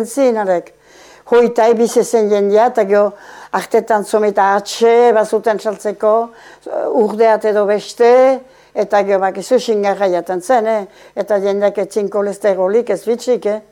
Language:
Basque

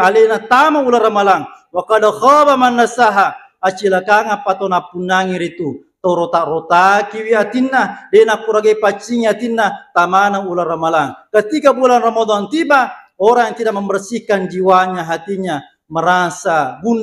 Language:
Buginese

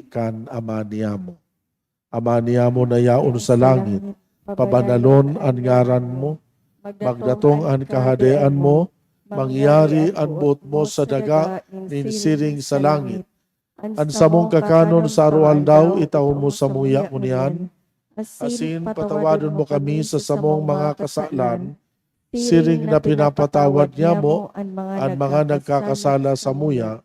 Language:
Bikol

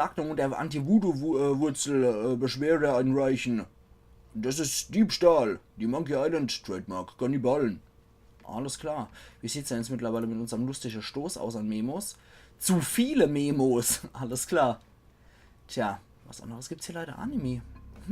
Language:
Palatine German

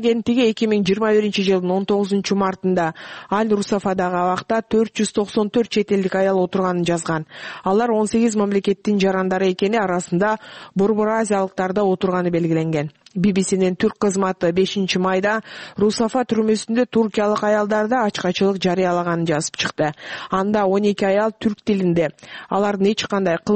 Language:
Kyrgyz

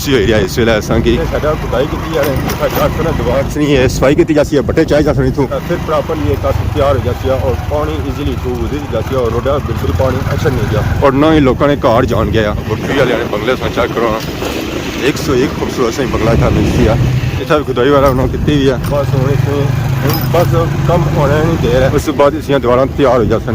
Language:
Pahari-Potwari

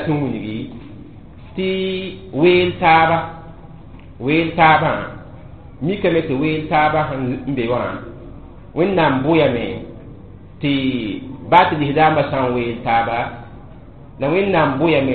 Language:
Mossi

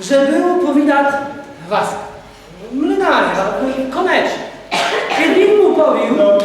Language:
Rusyn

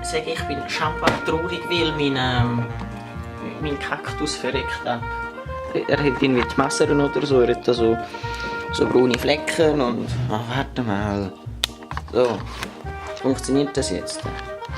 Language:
Swiss German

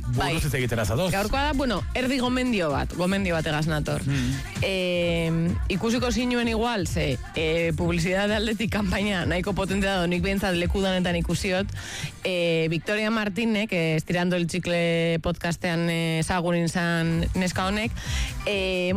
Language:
Basque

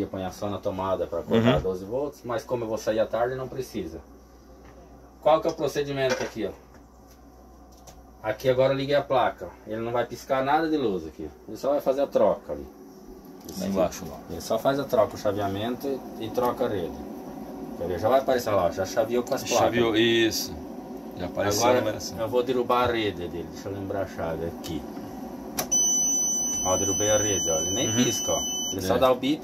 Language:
Portuguese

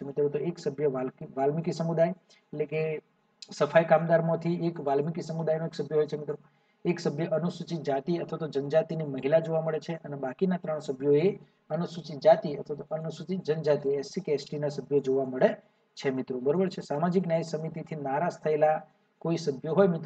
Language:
Gujarati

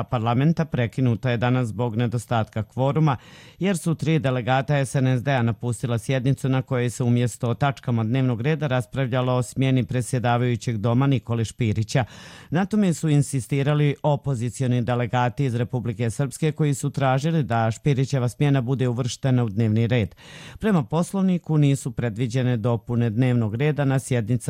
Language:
Croatian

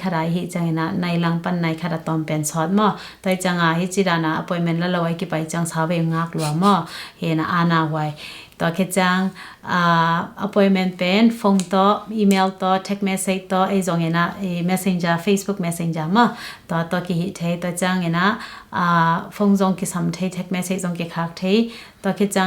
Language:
Tedim Chin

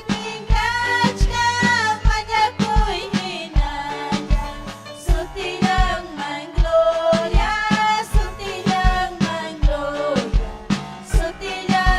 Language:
Ayacucho Quechua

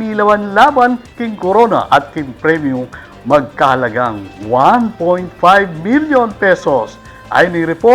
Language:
Pampanga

